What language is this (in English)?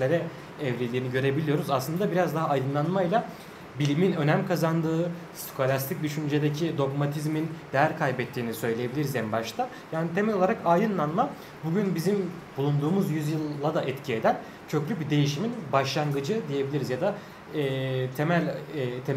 Turkish